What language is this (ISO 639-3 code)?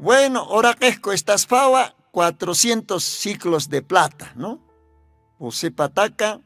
aym